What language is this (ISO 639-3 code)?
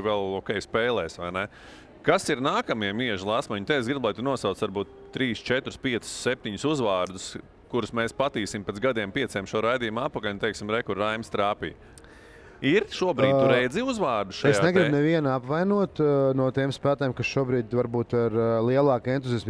lav